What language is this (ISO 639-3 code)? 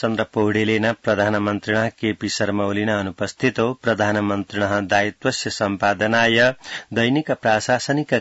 san